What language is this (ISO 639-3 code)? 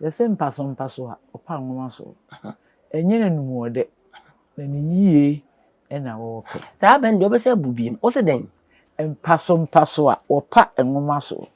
aka